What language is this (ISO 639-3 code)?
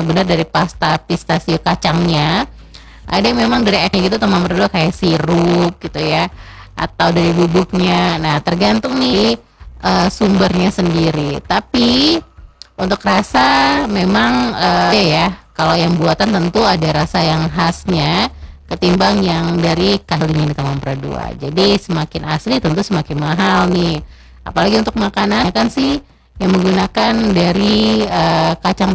ind